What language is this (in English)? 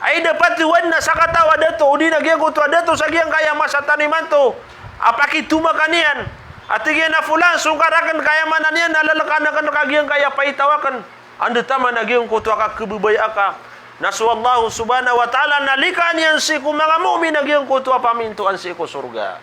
Maranao